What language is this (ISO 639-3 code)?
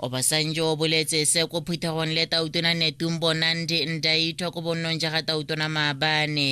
tsn